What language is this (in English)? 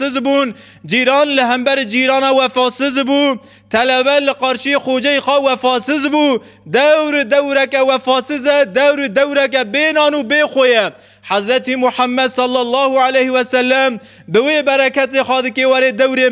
Kurdish